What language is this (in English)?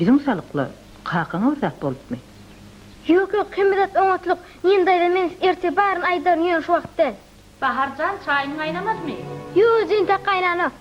Turkmen